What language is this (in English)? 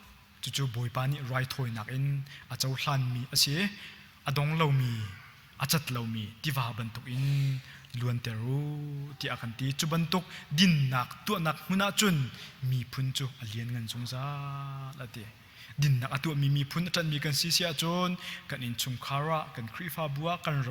Hakha Chin